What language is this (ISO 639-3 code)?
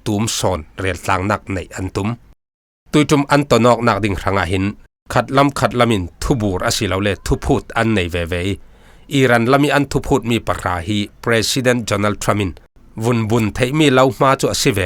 cfm